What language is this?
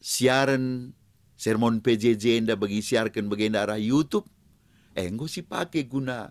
Batak Karo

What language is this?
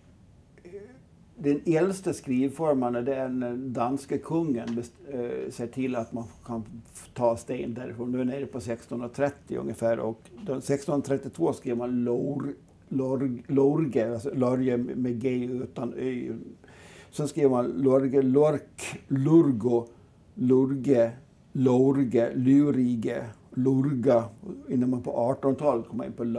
Swedish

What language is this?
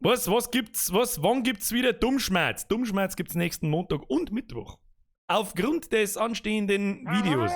Bavarian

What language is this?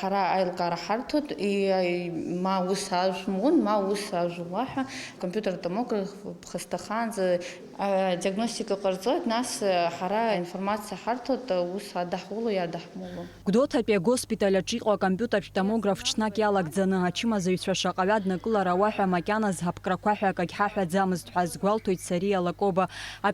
Abkhazian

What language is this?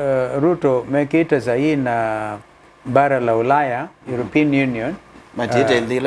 Kamba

